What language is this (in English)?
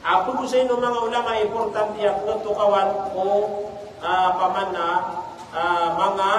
Maranao